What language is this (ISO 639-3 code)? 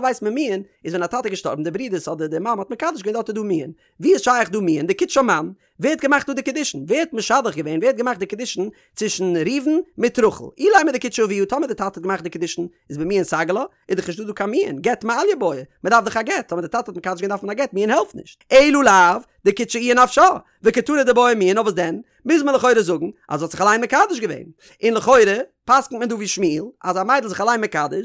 yid